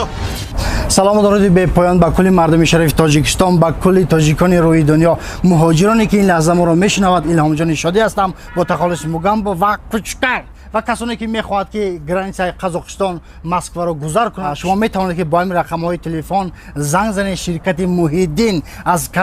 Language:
Tajik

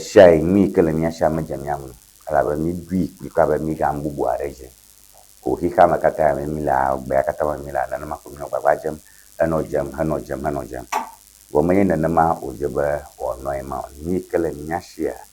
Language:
Ewe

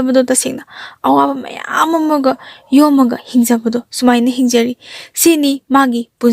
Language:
Manipuri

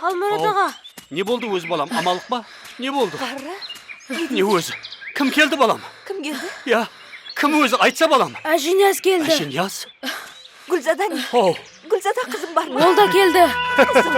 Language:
Kara-Kalpak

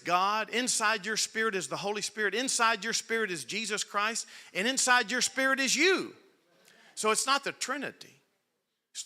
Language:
English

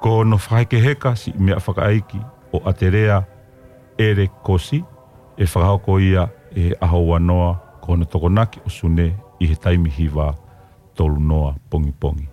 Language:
Tongan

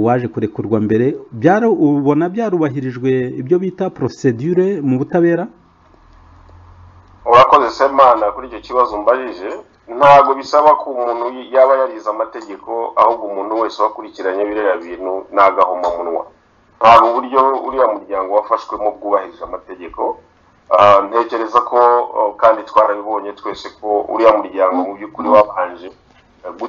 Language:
Kinyarwanda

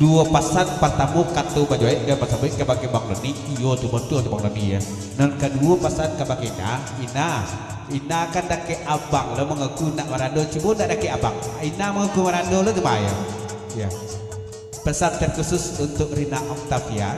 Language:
Minangkabau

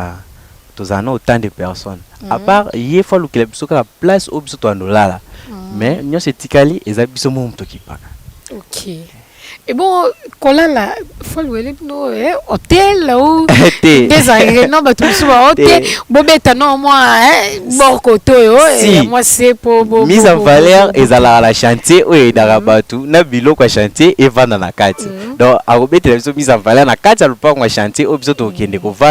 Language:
Lingala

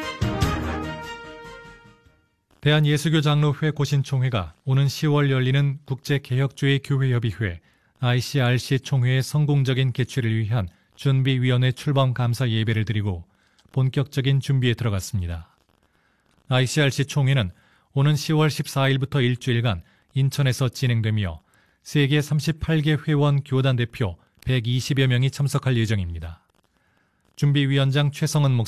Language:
Korean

